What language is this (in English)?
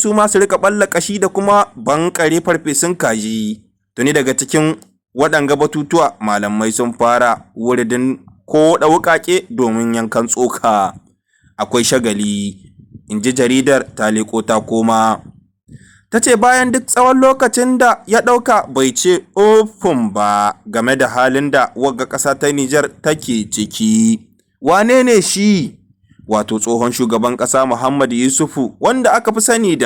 Hausa